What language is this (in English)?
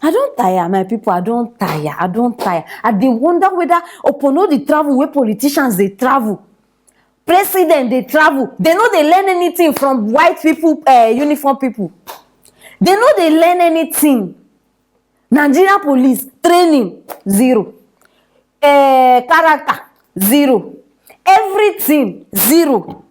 Nigerian Pidgin